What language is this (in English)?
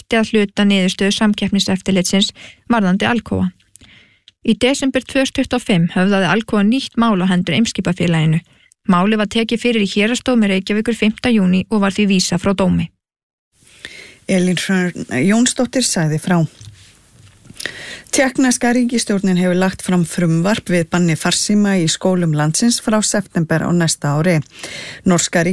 Icelandic